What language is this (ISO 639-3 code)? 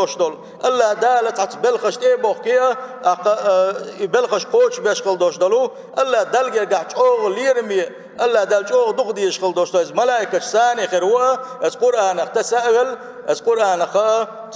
che